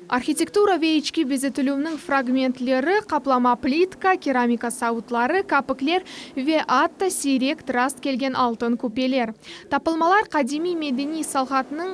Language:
Crimean Tatar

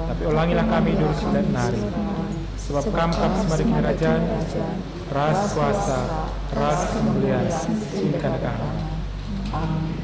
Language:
Batak Karo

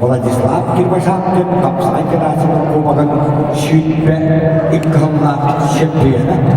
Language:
Yakut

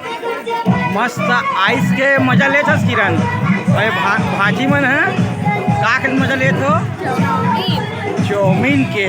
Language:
Chhattisgarhi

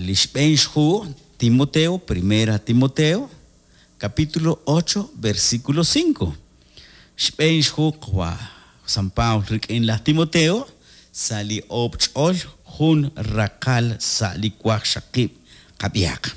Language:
Kekchí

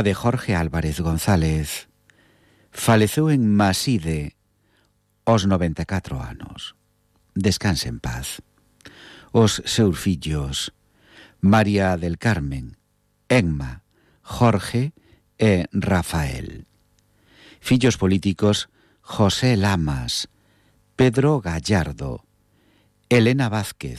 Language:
Galician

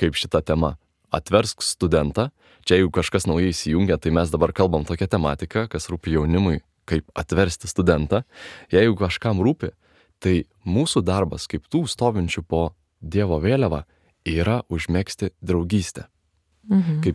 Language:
Lithuanian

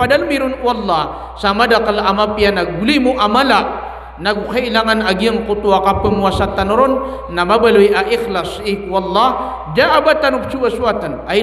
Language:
Maranao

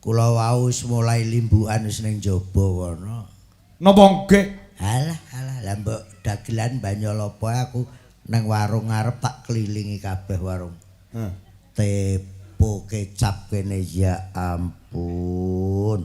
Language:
Javanese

